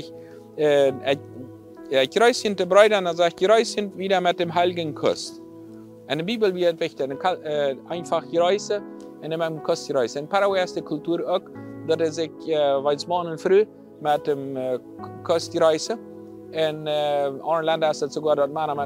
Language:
Plautdietsch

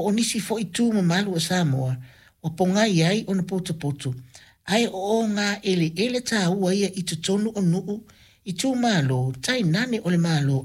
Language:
Samoan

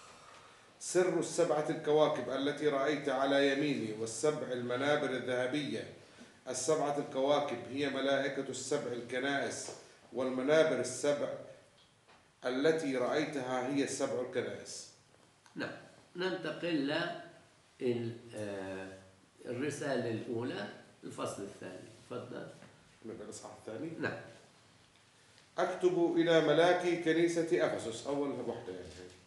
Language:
Arabic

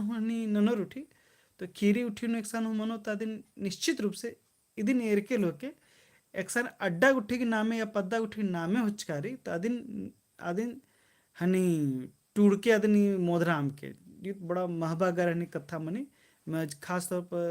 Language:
Kurukh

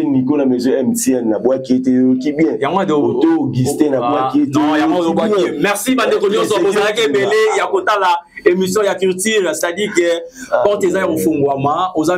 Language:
Lingala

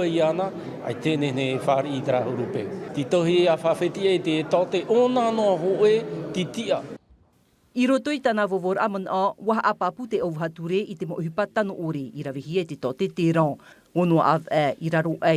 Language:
Tahitian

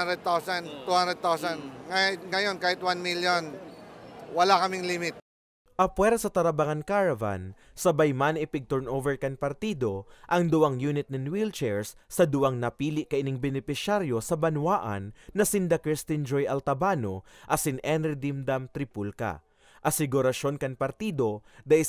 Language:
Bikol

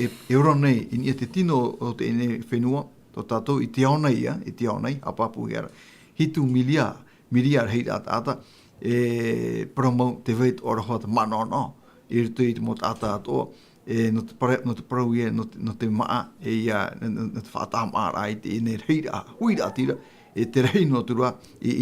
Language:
Tahitian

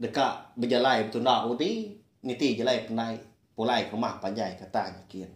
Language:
Iban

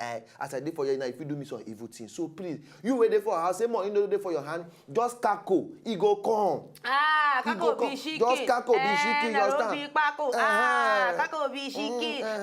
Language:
Nigerian Pidgin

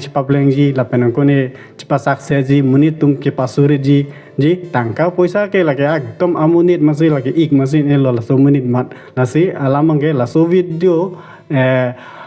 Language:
Karbi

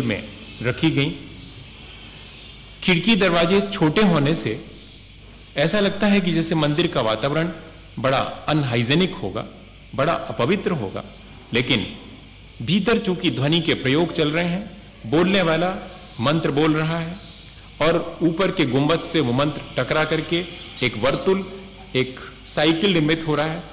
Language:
Hindi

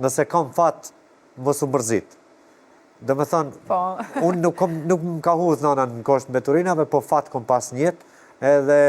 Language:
Albanian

